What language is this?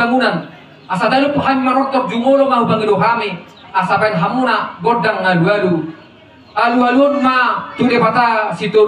Batak Toba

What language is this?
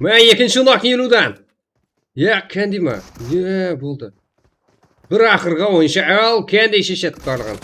Kara-Kalpak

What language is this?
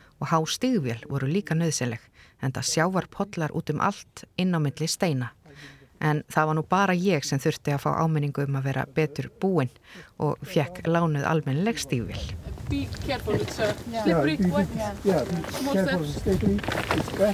Icelandic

